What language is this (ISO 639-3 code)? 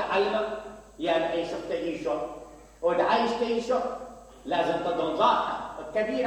acm